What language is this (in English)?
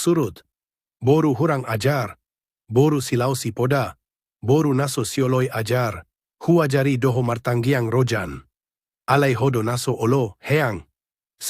Batak Toba